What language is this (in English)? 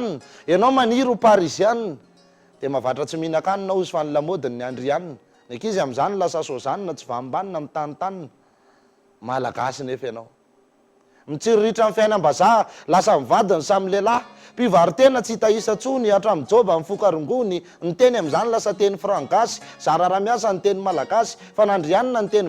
Malagasy